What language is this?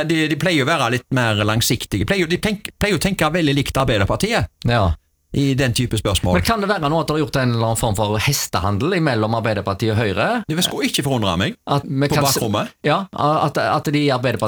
Norwegian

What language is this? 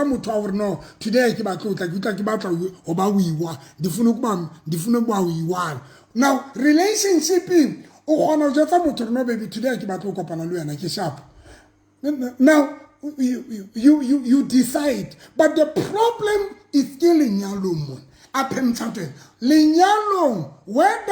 Southern Sotho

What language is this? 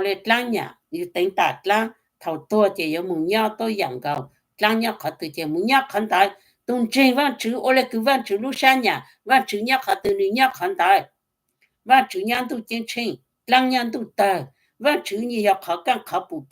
Hmong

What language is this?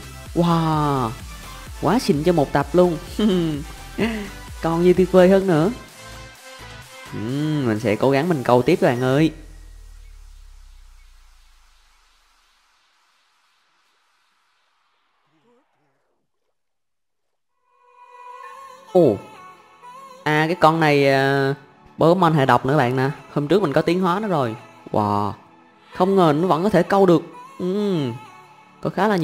Vietnamese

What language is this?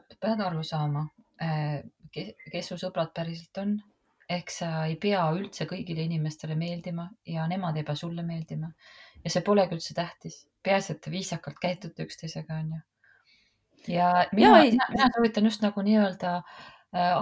Estonian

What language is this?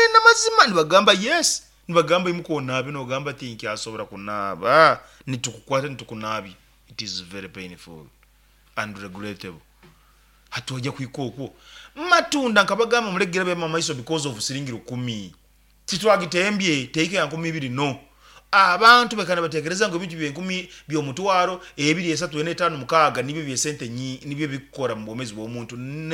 Nyankole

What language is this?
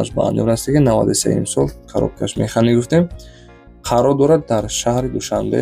Tajik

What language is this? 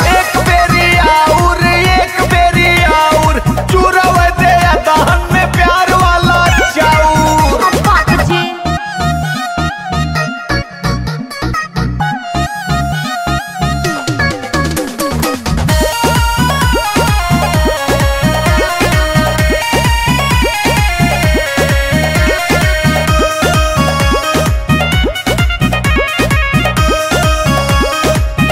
Bhojpuri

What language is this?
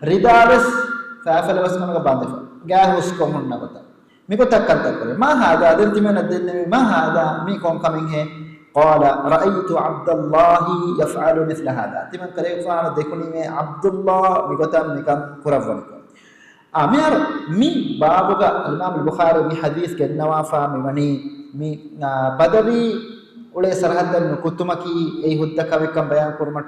Divehi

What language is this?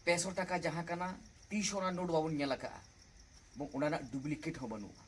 Santali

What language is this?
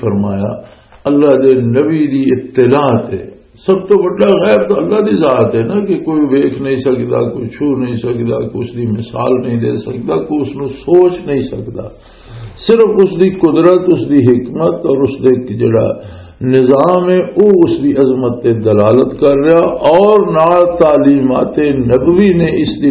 Western Panjabi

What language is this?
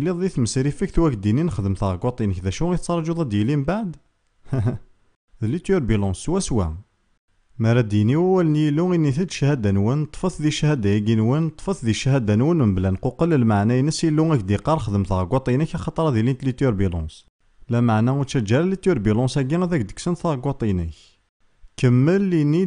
Kabyle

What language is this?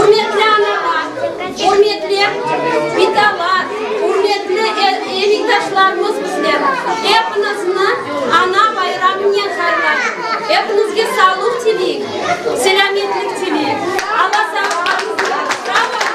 Crimean Tatar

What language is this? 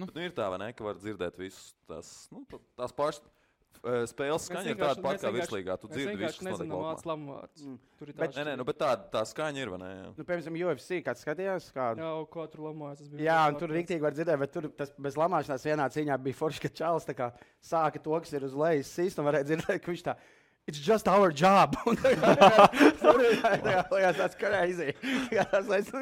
Latvian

